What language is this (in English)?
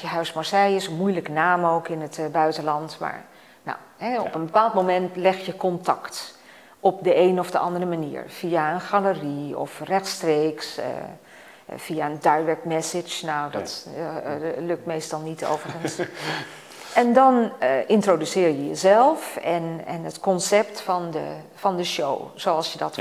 Dutch